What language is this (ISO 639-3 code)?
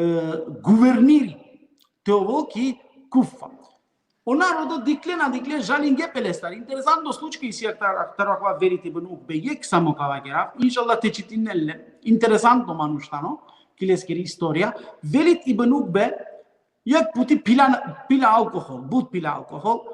rmn